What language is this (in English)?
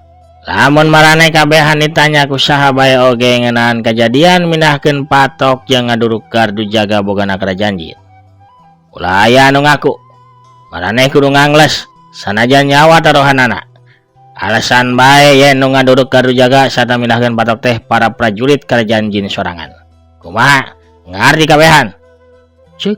Sundanese